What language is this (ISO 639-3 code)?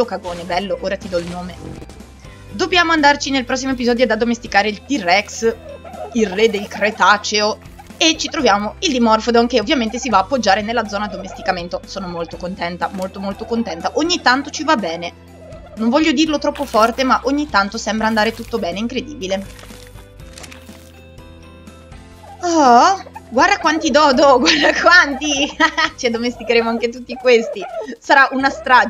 ita